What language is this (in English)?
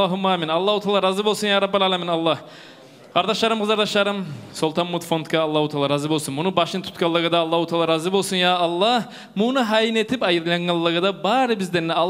Kumyk